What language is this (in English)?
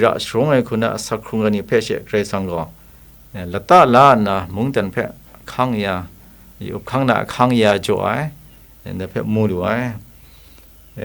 Kachin